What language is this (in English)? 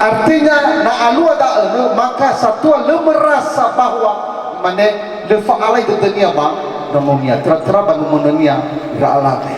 Nias